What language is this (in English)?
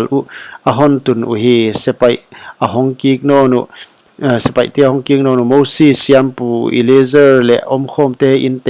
Paite Chin